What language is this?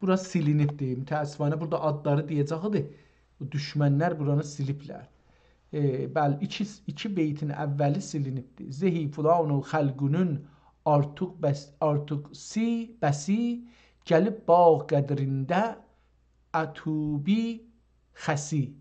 South Azerbaijani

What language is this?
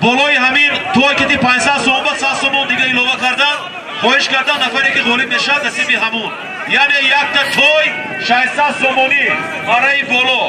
Tajik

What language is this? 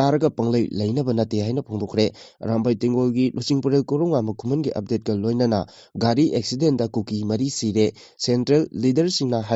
Manipuri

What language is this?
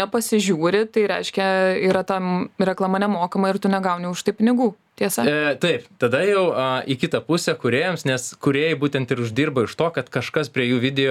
Lithuanian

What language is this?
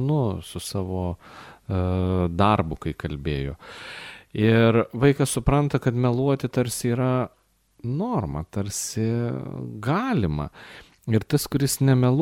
Lithuanian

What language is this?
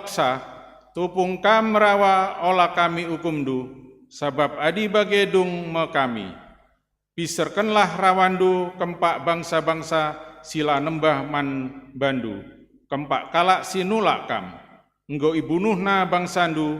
Batak Karo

